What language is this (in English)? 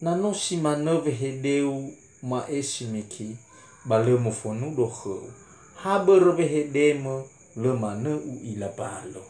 Nias